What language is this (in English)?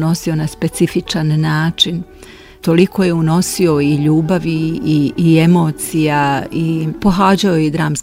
Bosnian